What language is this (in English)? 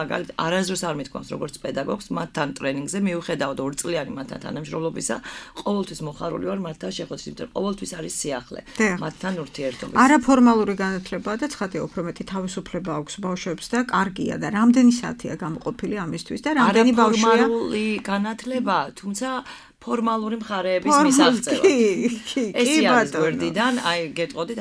Georgian